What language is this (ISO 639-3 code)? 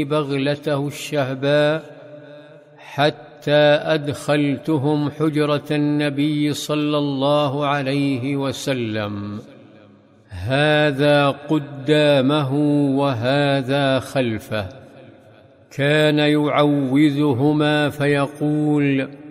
ara